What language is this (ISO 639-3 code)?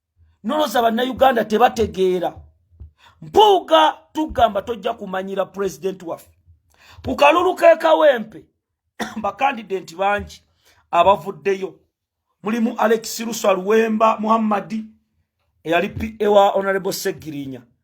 lug